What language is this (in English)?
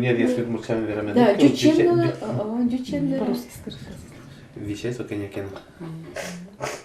Udmurt